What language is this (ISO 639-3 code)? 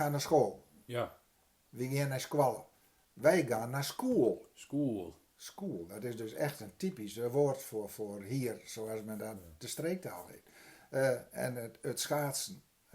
gos